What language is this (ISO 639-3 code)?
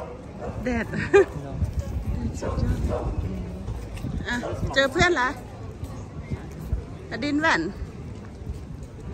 tha